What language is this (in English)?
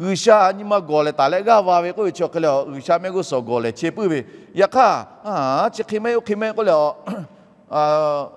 Lahu